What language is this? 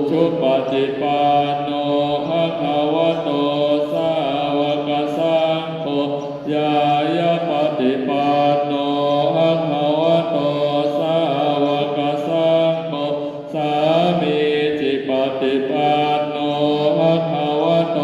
Pali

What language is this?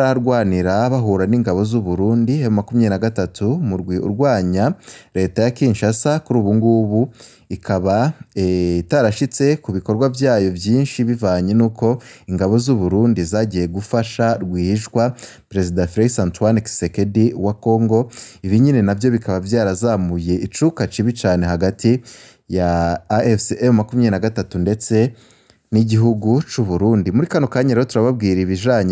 Rundi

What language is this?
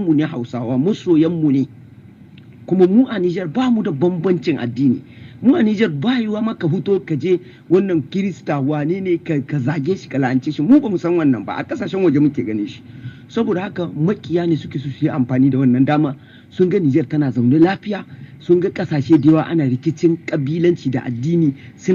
Hausa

